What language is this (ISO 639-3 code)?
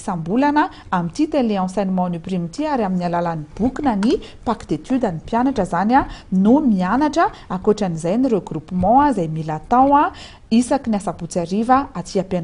mlg